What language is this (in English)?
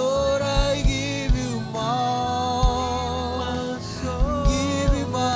Marshallese